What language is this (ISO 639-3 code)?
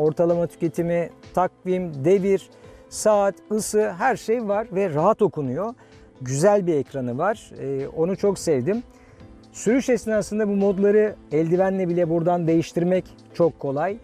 tur